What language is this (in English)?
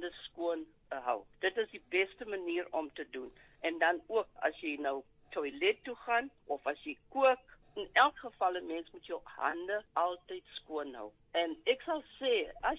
Afrikaans